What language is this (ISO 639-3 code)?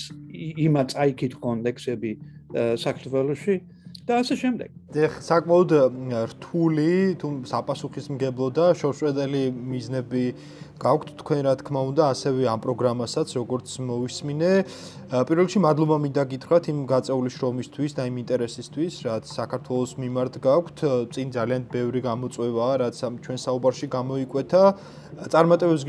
kat